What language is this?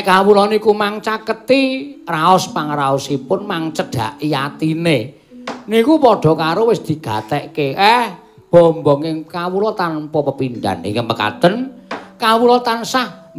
Javanese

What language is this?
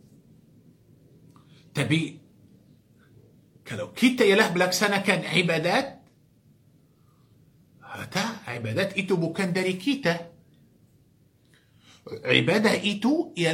Malay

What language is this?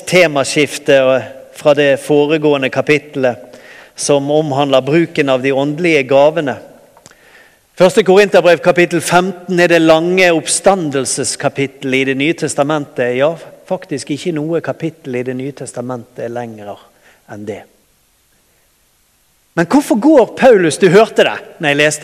Norwegian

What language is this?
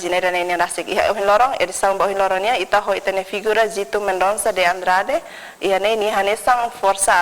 Tetum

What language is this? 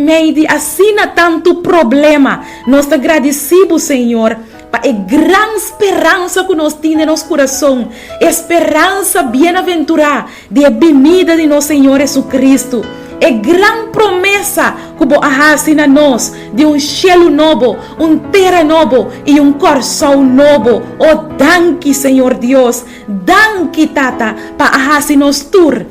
Papiamento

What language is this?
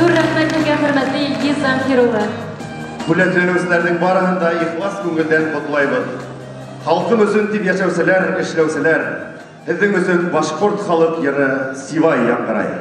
Bashkir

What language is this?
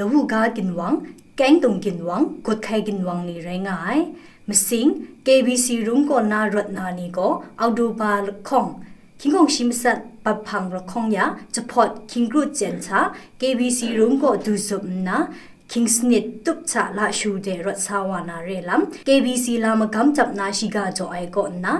Kachin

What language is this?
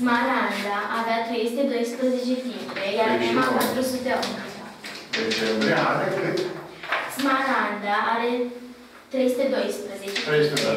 Romanian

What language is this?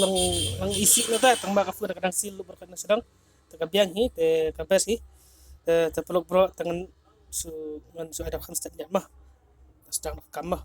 Khasi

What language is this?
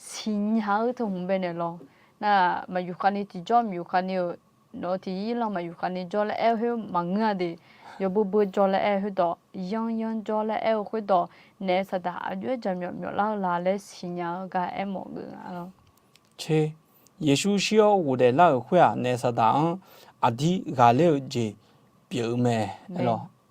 Akha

